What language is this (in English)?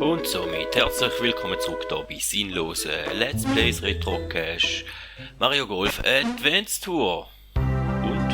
Swiss German